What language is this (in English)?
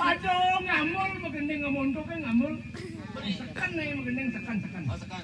Balinese